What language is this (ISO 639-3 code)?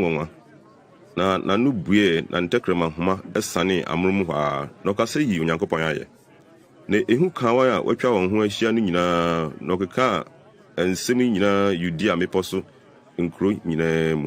aka